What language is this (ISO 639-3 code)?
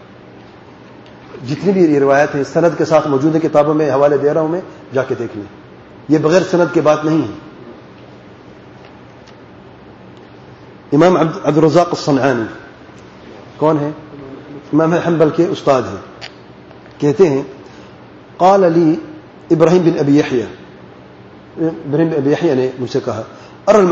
urd